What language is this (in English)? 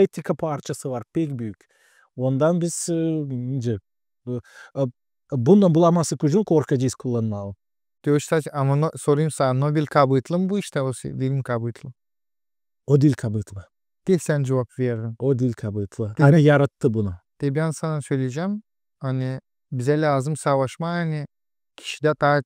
Gagauz